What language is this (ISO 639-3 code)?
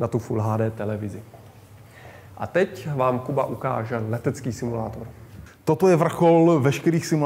ces